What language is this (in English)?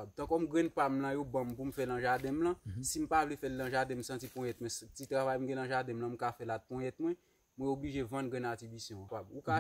Haitian Creole